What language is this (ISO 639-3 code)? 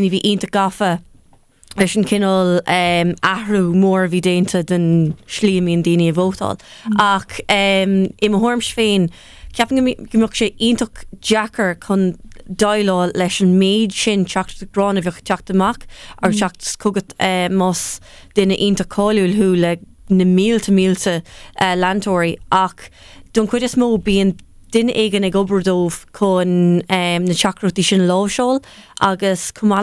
gle